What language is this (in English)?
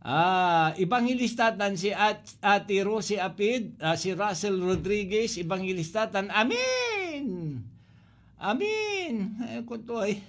Pangasinan